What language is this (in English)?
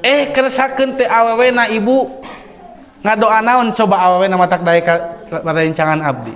Sundanese